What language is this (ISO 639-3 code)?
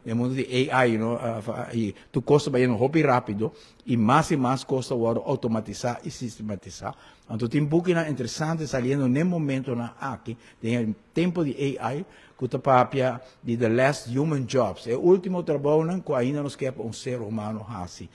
pap